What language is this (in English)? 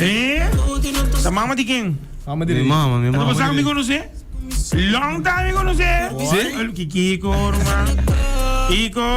Papiamento